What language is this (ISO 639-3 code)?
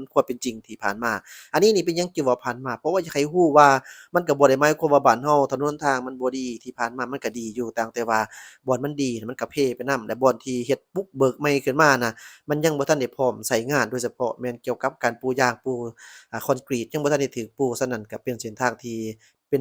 lao